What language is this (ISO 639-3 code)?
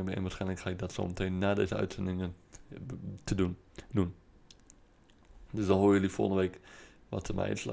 nld